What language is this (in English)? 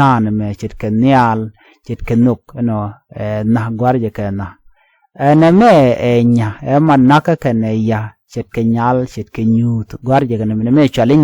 Nuer